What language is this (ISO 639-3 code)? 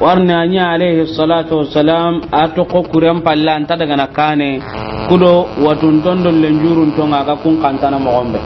snk